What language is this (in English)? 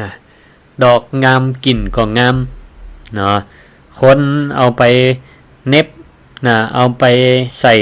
Northern Thai